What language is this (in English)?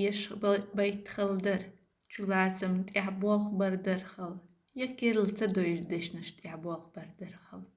Chechen